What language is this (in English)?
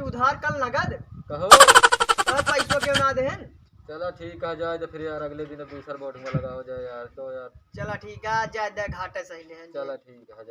Awadhi